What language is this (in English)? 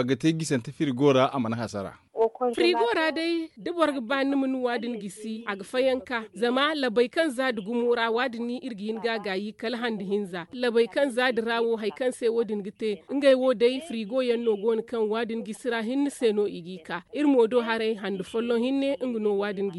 Zarma